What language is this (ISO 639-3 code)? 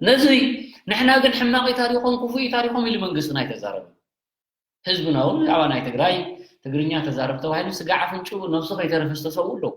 tir